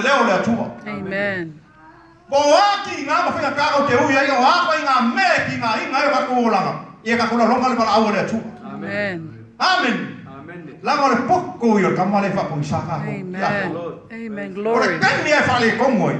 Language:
Samoan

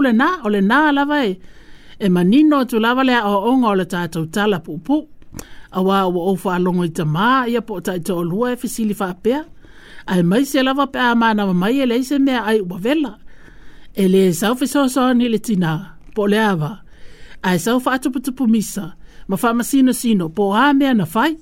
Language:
Samoan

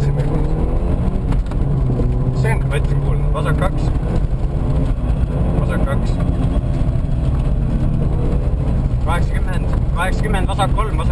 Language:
Estonian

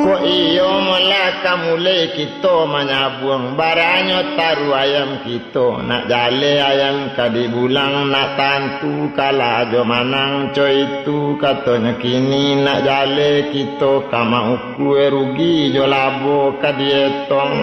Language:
Minangkabau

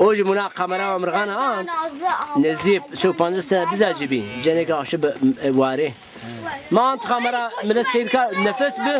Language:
Zaza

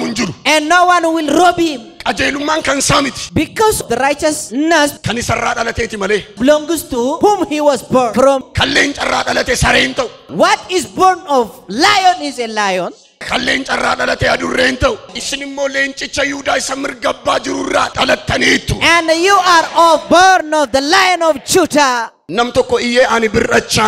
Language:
Oromo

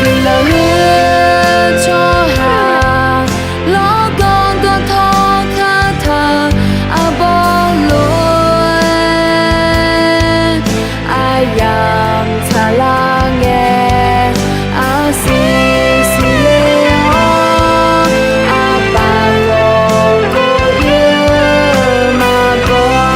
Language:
Akha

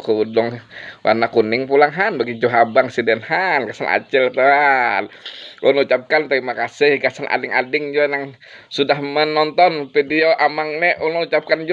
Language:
Banjar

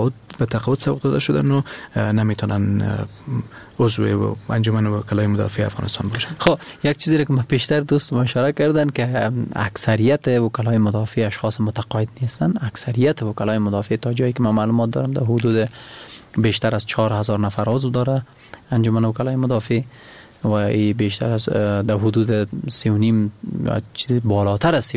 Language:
Persian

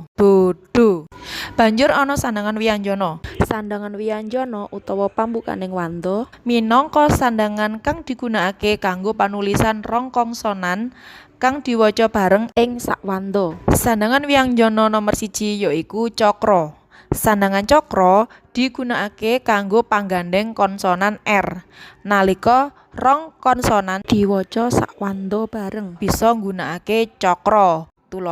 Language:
Javanese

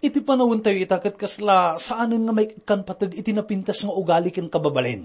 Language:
Iloko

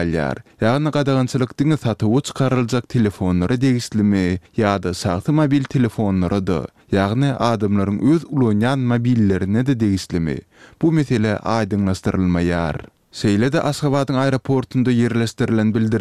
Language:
Turkmen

